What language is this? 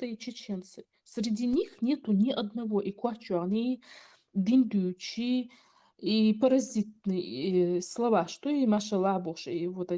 Chechen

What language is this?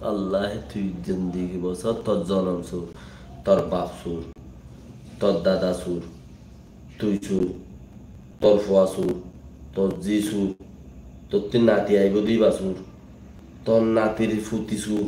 Rohingya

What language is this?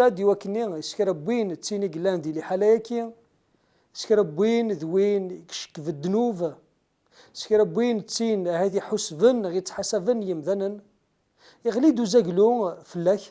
Kabyle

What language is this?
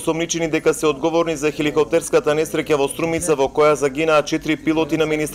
Macedonian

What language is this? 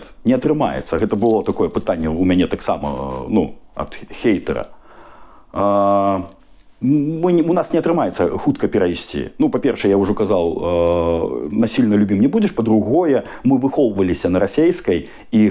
Belarusian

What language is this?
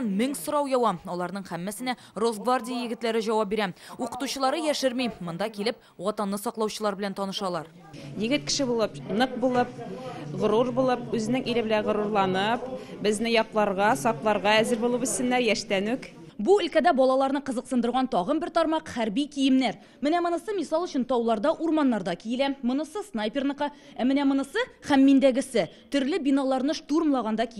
Tatar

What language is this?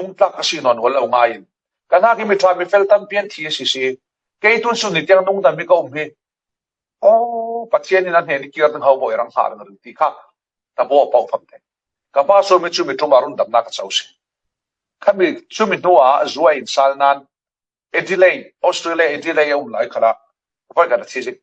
Falam Chin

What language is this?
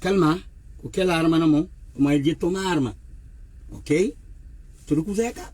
Kabuverdianu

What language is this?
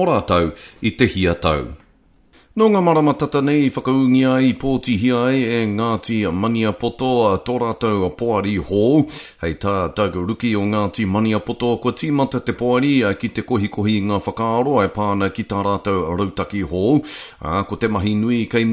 Māori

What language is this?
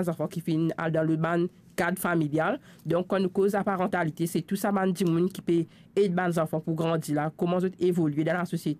Morisyen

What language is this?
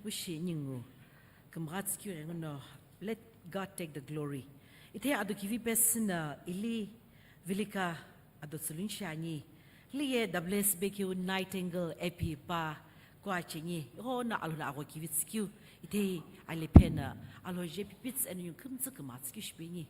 Sumi Naga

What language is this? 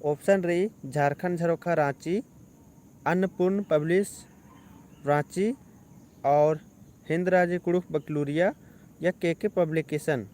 Kurukh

